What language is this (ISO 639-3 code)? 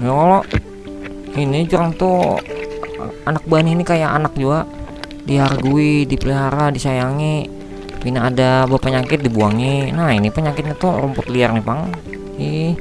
bjn